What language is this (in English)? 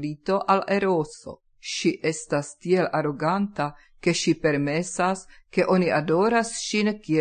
Esperanto